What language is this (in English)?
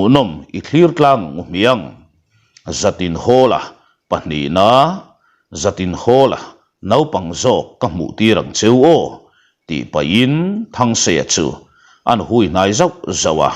Mizo